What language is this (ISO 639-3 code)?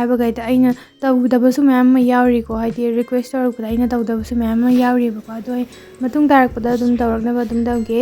mni